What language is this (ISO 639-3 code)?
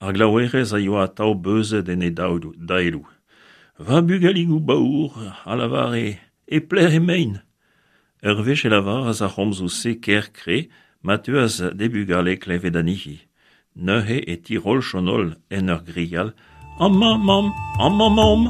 bre